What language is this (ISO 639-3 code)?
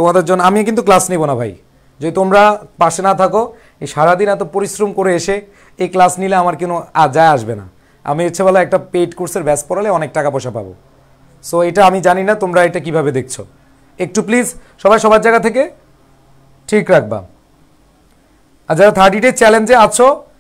ben